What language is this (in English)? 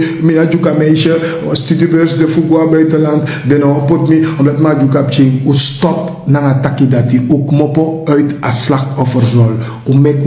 Sranan Tongo